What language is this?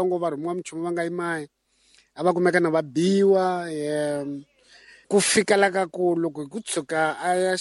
Tsonga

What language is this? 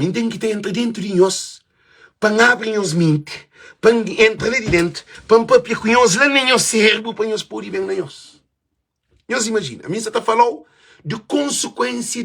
Kabuverdianu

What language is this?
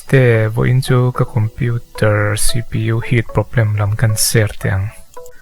Mizo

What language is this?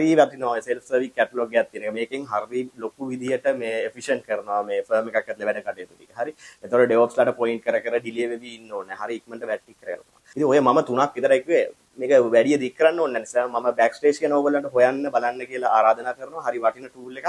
Sinhala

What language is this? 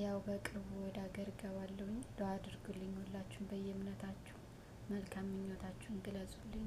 Amharic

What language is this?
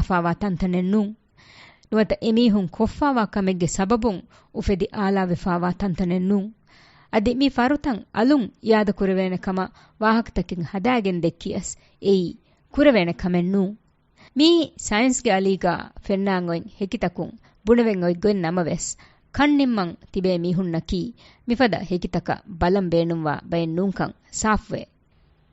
Divehi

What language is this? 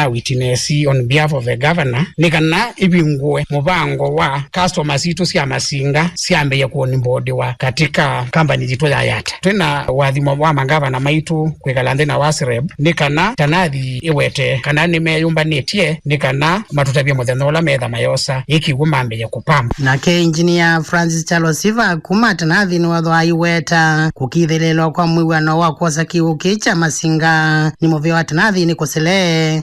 Kamba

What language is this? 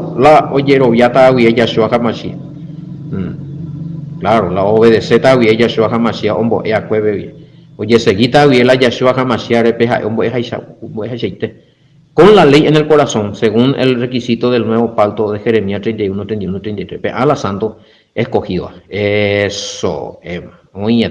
Guarani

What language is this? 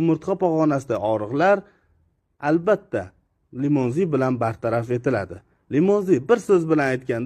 Uzbek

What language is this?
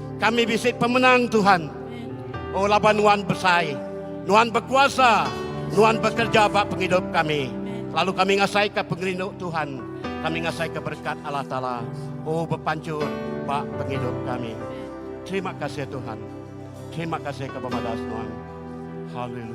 Iban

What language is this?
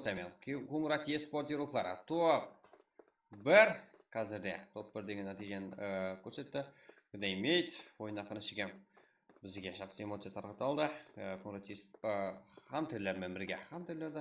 Kara-Kalpak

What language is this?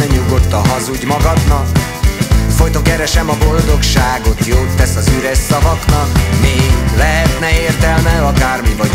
Hungarian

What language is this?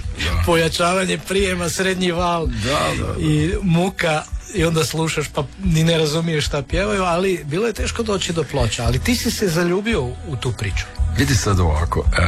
Croatian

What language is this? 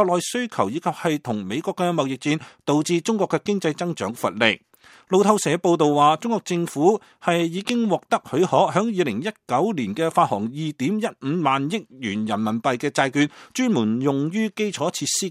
Cantonese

